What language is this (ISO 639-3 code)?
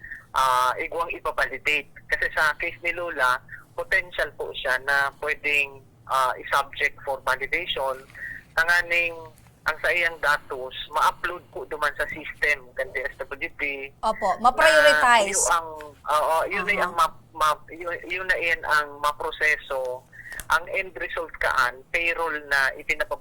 bik